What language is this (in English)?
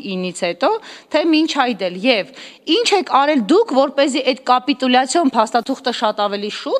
Armenian